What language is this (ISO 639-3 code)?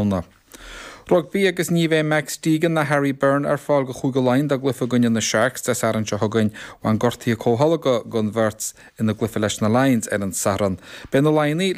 gle